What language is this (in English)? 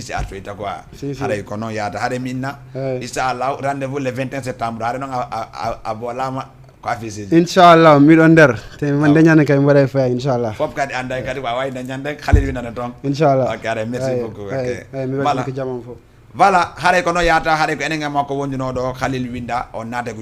Fula